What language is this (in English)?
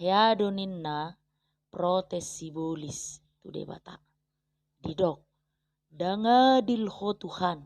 Batak Toba